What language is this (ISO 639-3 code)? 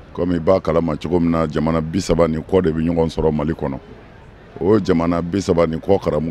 bam